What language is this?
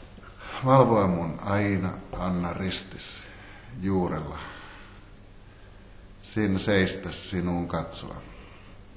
Finnish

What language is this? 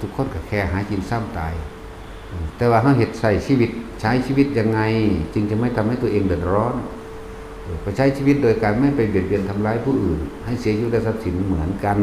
Northeastern Thai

